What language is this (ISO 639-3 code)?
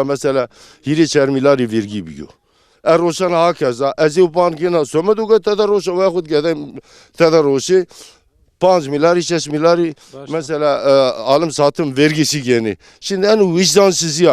zza